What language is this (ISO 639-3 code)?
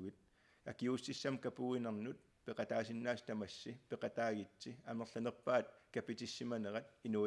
kal